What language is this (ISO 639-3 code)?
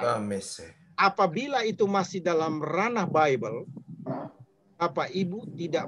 ind